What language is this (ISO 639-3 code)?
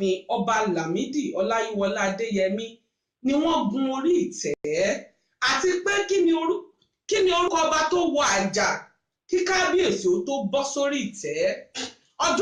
yor